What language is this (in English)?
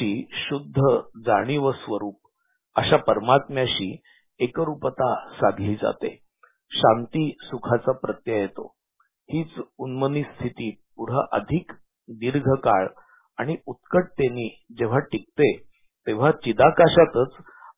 Marathi